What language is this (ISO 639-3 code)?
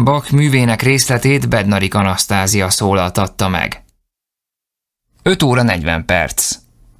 hun